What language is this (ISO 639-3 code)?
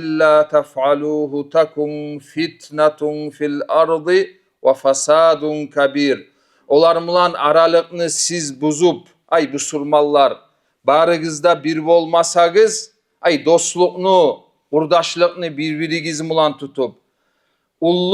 kum